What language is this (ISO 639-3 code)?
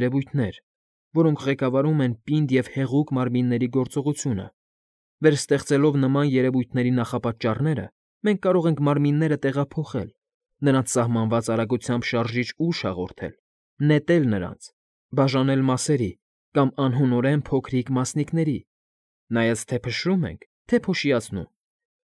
hye